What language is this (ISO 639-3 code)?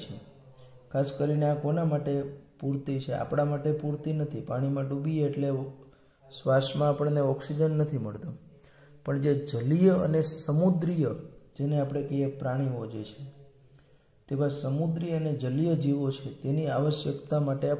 guj